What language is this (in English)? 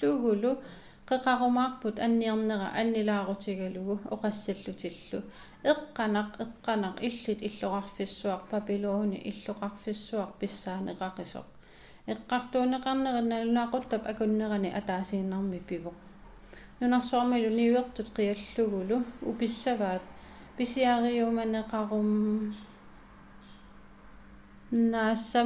Kalaallisut